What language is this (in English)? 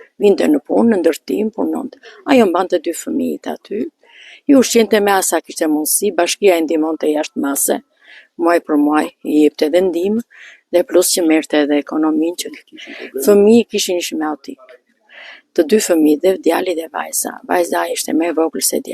Albanian